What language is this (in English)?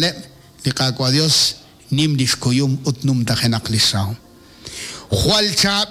Kekchí